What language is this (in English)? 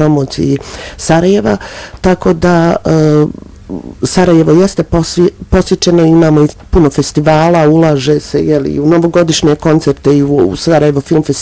Bosnian